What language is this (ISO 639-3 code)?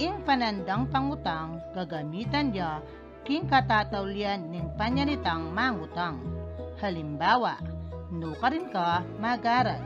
pam